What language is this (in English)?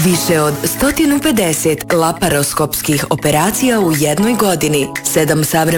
Bosnian